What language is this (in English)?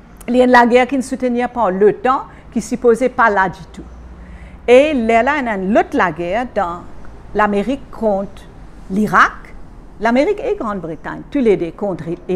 Morisyen